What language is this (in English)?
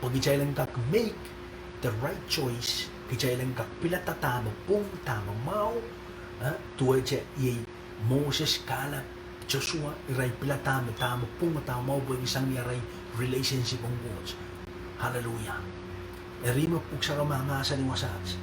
Pohnpeian